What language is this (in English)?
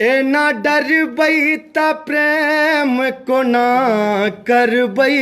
Maithili